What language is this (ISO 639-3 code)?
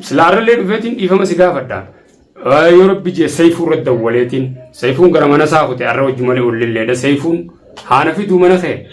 orm